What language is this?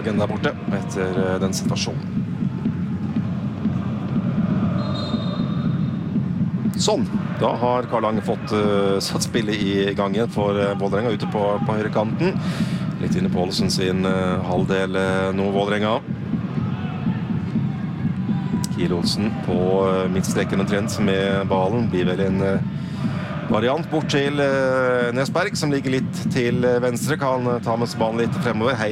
Norwegian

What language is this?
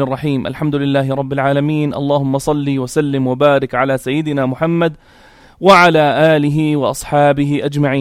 North Levantine Arabic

